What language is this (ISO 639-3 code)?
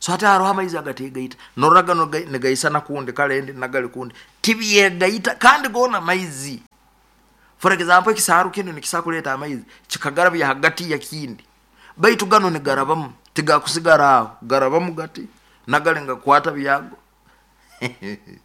nyo